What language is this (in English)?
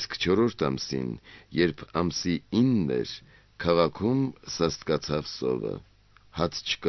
Armenian